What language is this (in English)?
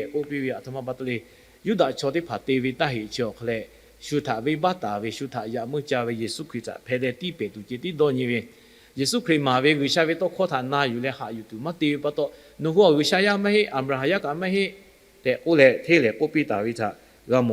Lahu